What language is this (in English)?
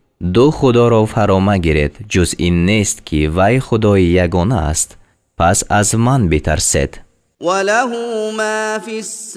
Tajik